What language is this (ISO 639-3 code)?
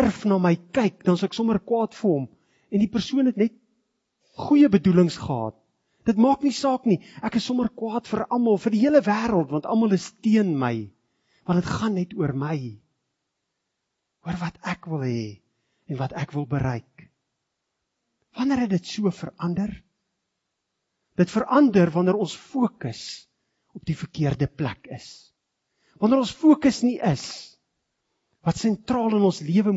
afr